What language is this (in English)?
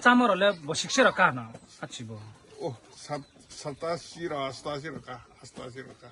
Riang (India)